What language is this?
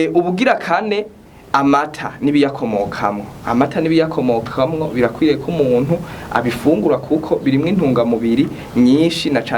Rundi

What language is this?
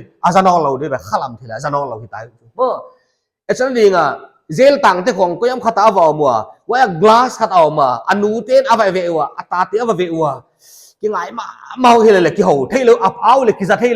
Paite Chin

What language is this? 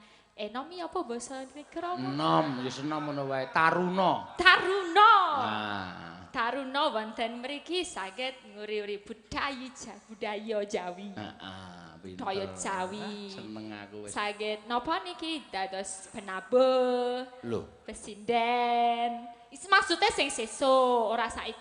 Javanese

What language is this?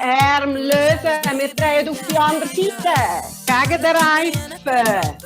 Swiss German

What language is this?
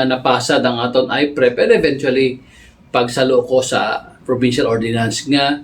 Hiligaynon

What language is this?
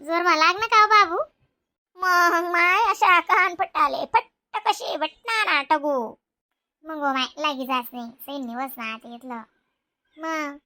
Khandesi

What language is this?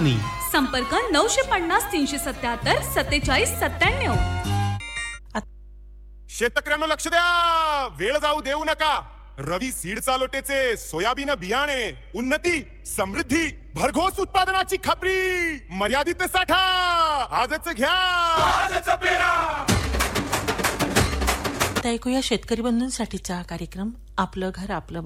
Marathi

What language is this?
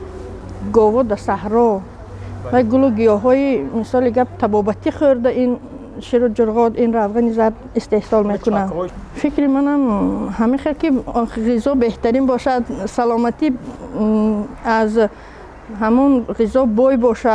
Tajik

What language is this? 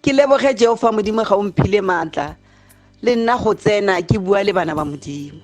Tswana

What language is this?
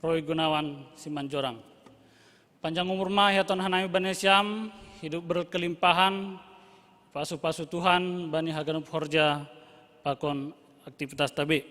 Batak Simalungun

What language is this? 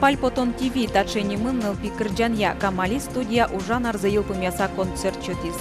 Udmurt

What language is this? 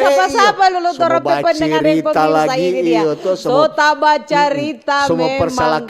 Manado Malay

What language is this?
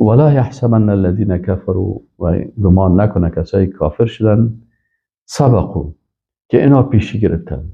Persian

